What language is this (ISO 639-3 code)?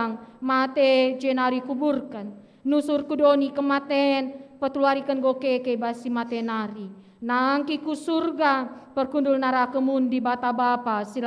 btx